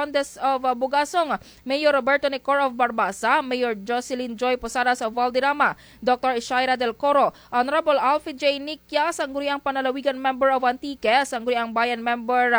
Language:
Kinaray-a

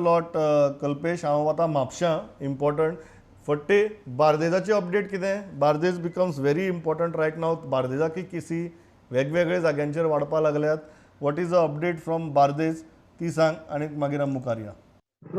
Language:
Konkani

